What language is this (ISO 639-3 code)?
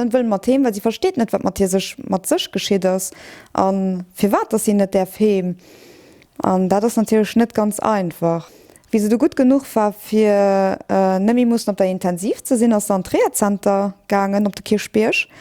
ltz